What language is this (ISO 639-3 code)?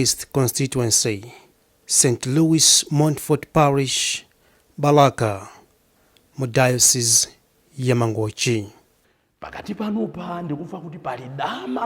nya